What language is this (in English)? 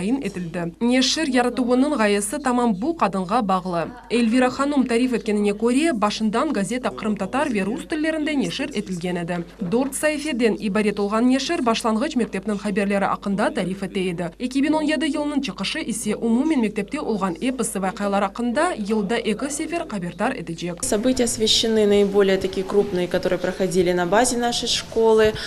Crimean Tatar